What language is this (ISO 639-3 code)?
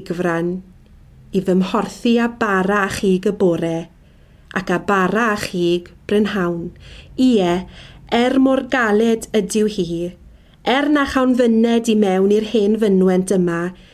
cym